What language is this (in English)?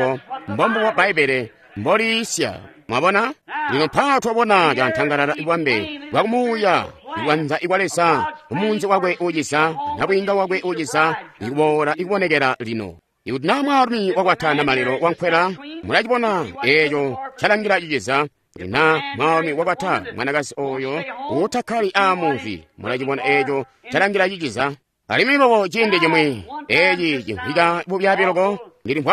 Tonga (Zambia)